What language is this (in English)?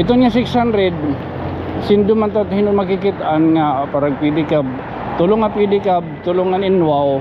Waray